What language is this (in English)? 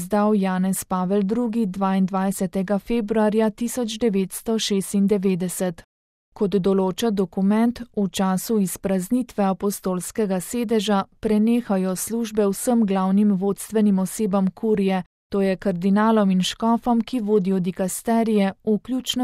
Slovenian